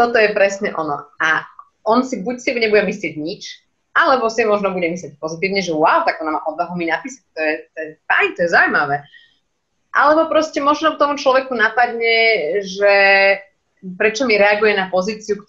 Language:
Slovak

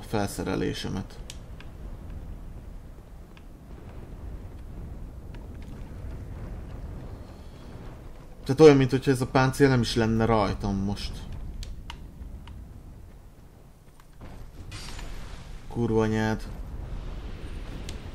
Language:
Hungarian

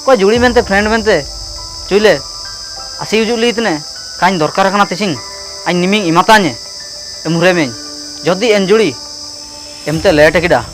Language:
Ho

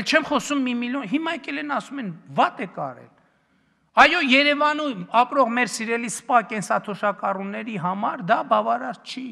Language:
Armenian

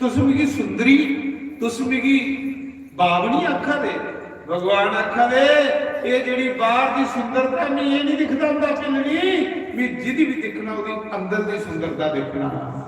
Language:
Dogri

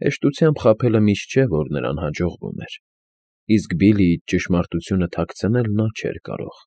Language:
Armenian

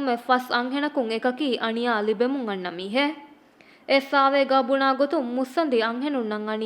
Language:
Divehi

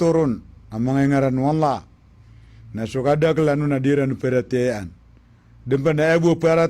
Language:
Maranao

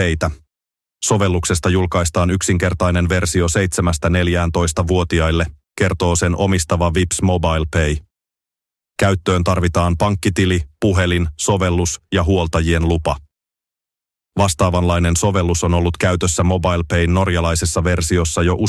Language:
Finnish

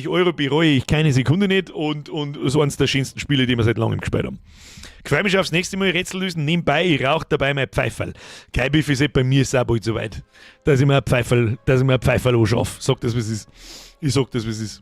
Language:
Bavarian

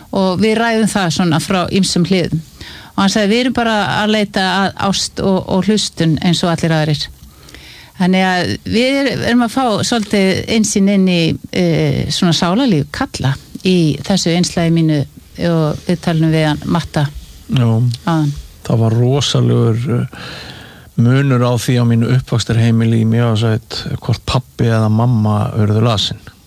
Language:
Icelandic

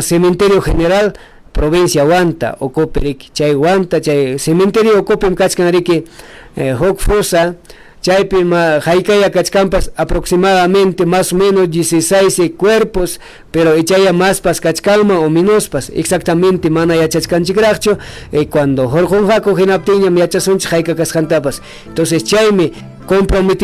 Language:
Ayacucho Quechua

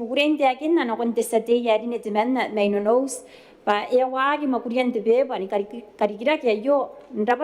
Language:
Gilbertese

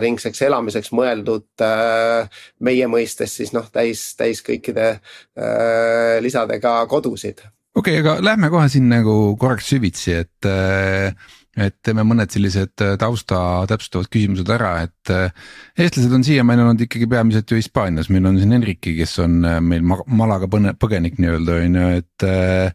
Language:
Estonian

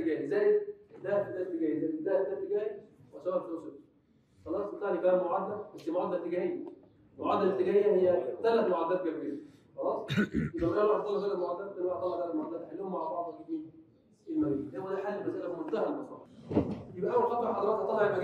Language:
Egyptian Arabic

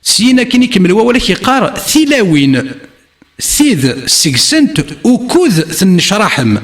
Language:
Kabyle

